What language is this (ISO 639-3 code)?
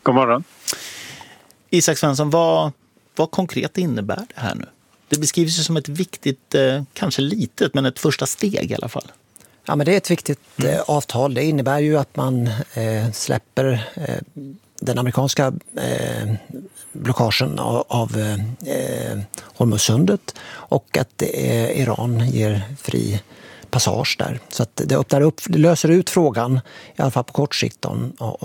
swe